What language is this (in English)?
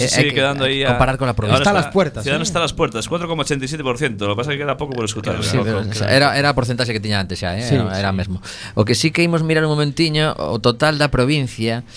Galician